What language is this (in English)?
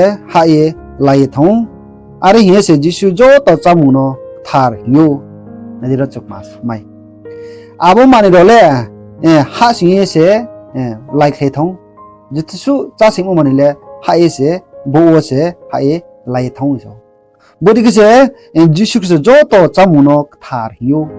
Riang (India)